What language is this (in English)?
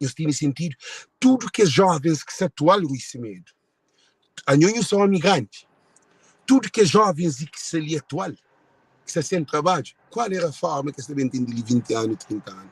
Kabuverdianu